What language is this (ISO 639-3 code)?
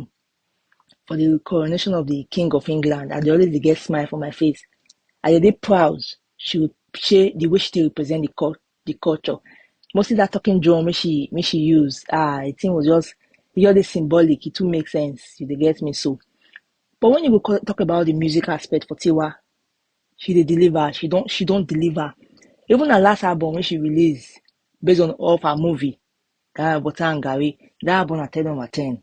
pcm